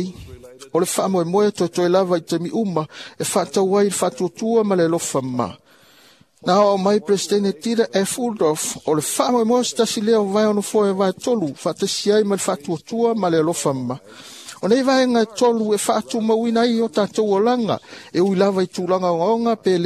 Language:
Samoan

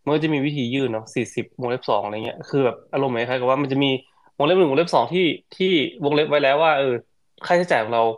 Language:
Thai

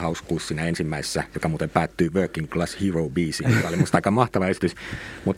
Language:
Finnish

